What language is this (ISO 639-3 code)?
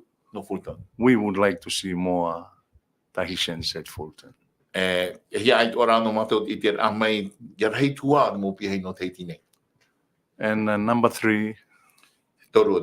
tah